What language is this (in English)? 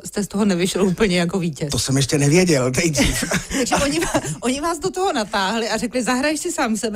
Czech